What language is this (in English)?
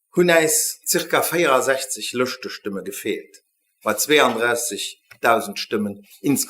Luxembourgish